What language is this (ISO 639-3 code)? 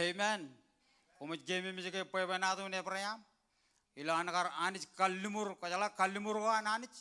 mah